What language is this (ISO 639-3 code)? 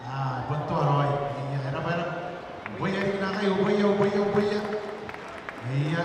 gil